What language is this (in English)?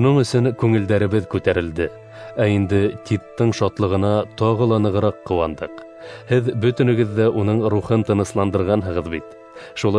Bashkir